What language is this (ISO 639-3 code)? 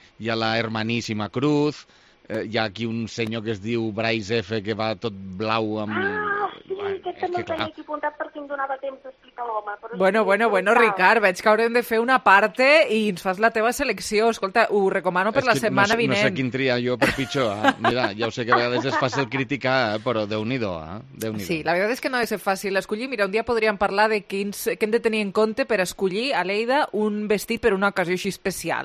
cat